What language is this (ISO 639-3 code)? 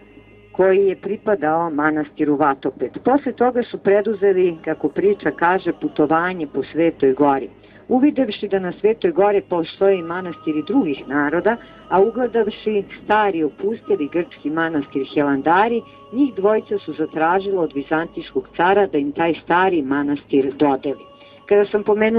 srp